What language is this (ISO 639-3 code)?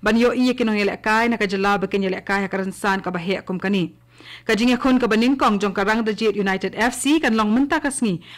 kha